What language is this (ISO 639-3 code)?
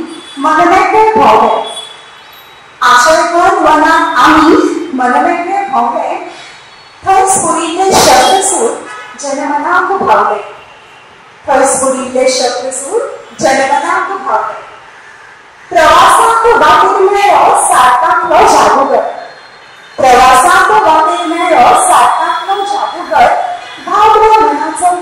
kok